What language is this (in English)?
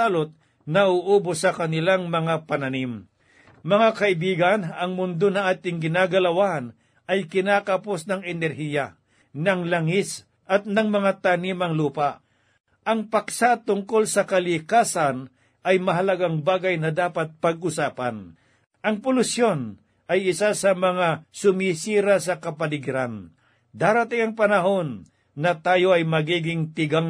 Filipino